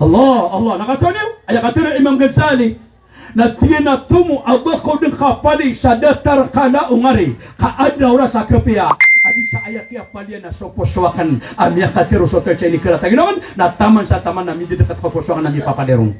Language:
Maranao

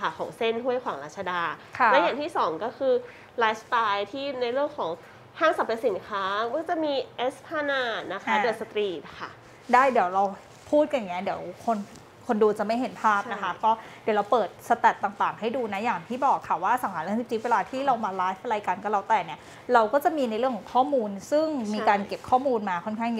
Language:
Thai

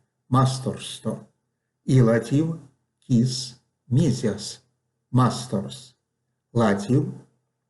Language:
Erzya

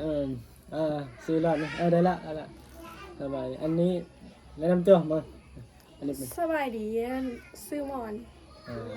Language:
Northeastern Thai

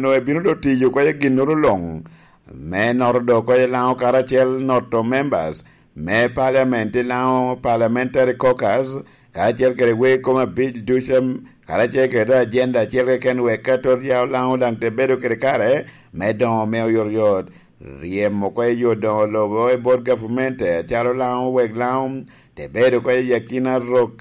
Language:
Lango (Uganda)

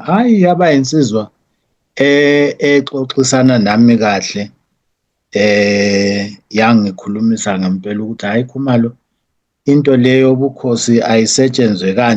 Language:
Zulu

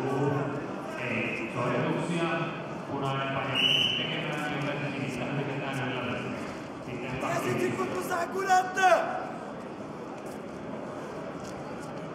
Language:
Finnish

